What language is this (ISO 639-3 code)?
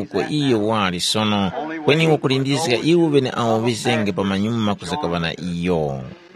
tum